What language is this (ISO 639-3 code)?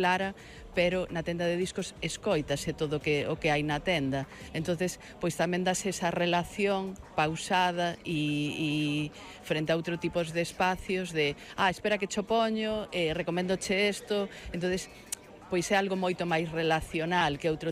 glg